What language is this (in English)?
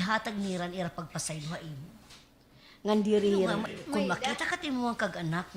Waray